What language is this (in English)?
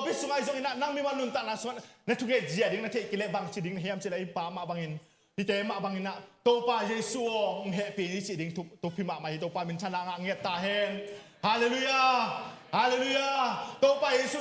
Tedim Chin